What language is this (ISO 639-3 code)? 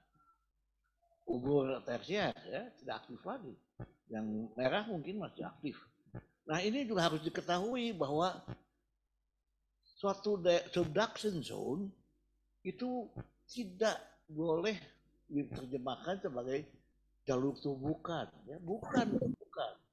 ind